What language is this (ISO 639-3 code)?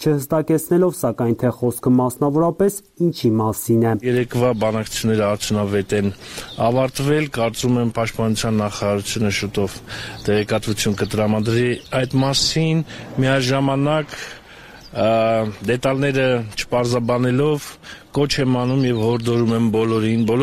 hye